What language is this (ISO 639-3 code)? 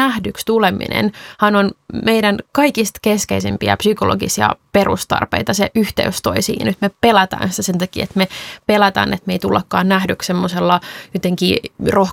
fin